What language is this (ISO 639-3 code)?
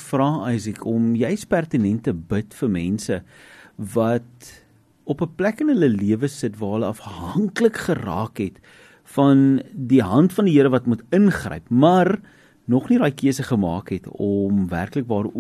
afr